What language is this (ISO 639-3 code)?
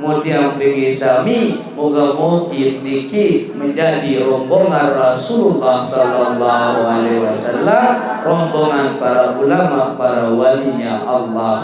sas